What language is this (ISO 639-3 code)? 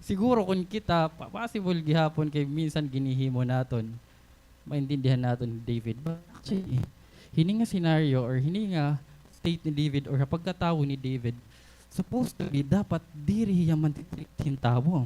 war